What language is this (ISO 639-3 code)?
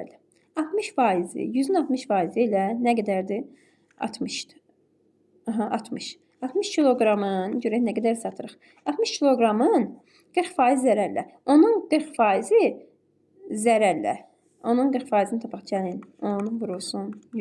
aze